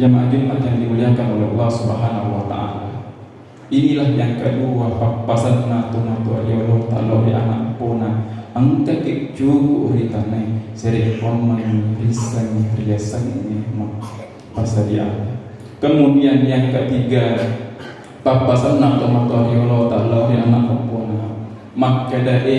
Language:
Buginese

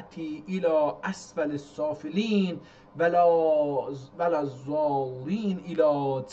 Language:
South Azerbaijani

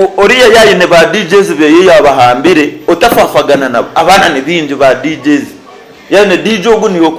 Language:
Nyankole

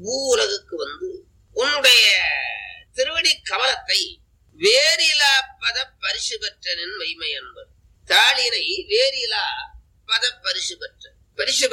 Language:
Tamil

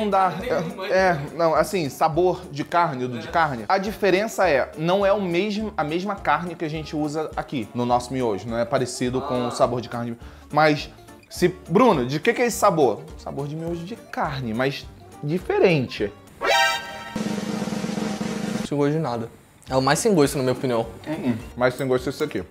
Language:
Portuguese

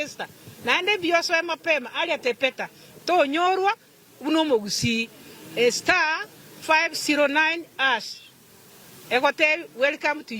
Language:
Gusii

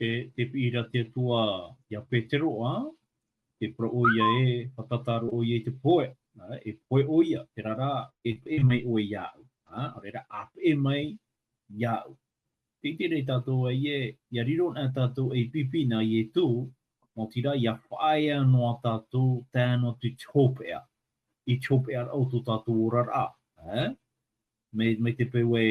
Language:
Tahitian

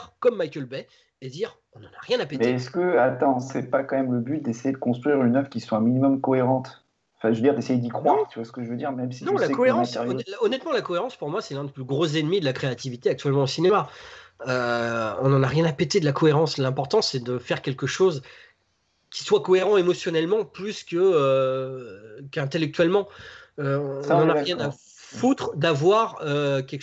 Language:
French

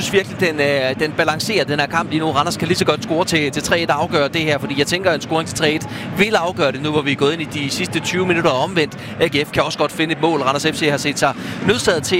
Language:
Danish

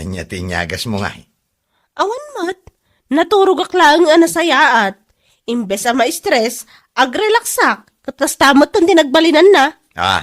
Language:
Iloko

